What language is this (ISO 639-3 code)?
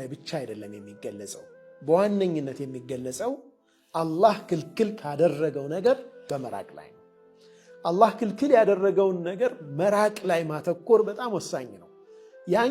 amh